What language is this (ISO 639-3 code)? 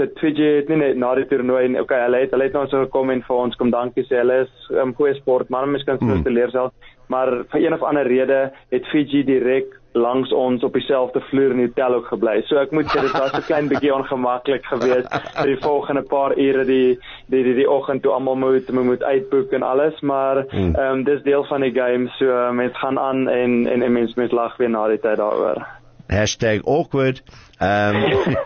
afr